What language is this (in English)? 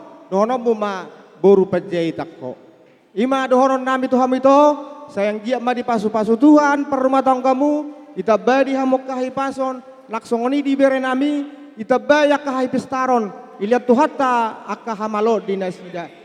Batak Toba